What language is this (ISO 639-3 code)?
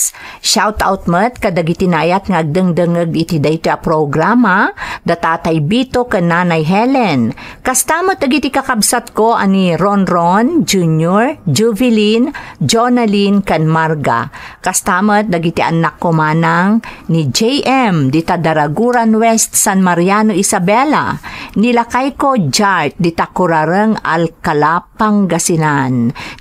ilo